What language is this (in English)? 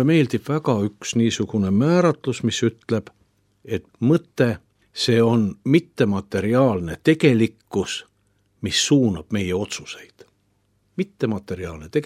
Estonian